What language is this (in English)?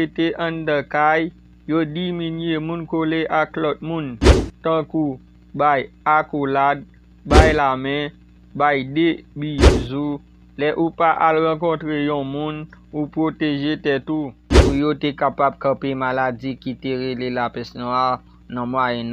Haitian Creole